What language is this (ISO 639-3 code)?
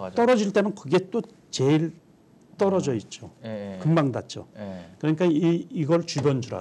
kor